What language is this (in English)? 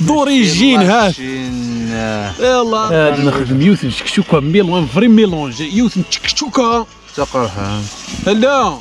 Kabyle